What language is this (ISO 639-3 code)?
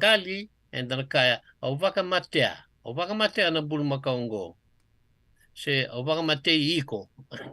fij